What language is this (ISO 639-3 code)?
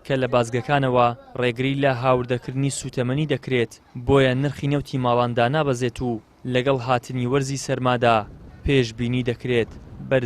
ckb